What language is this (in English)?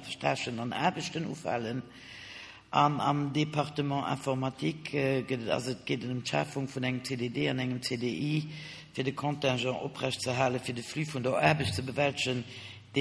Luxembourgish